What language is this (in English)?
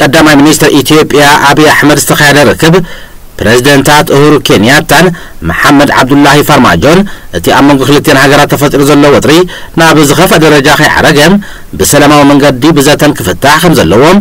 Tigrinya